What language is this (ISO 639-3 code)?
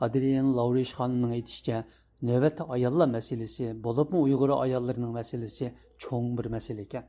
uig